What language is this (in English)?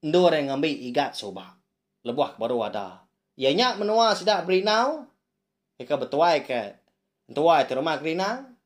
Iban